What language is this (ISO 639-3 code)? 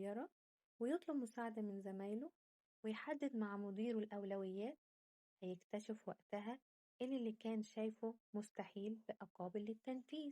arz